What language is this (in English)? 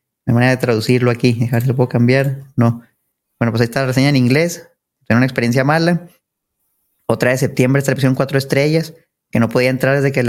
Spanish